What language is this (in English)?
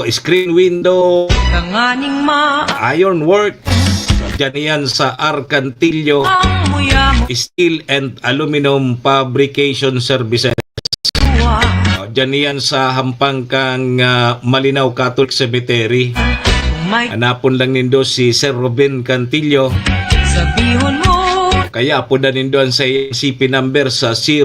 Bikol